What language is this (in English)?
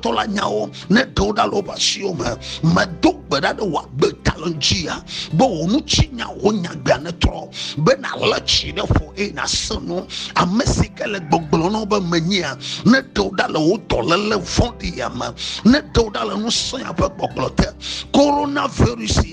Ewe